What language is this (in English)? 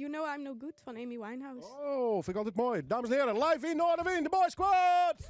Western Frisian